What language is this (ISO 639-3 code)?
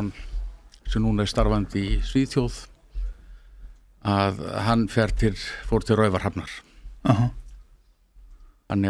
isl